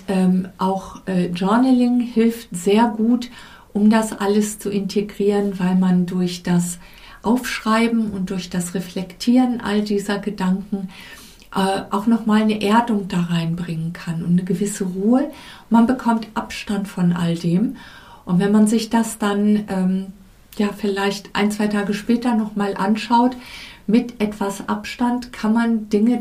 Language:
German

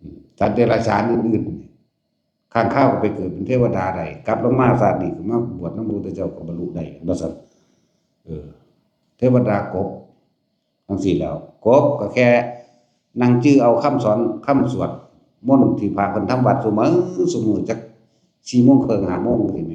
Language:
Northeastern Thai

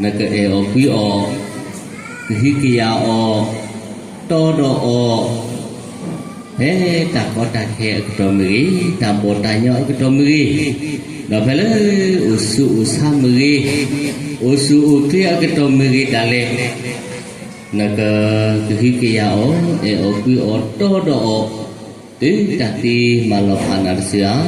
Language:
S'gaw Karen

